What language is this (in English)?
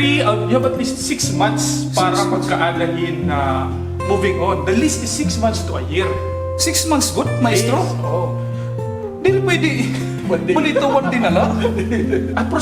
Waray